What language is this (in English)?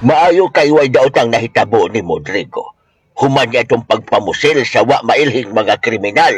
Cebuano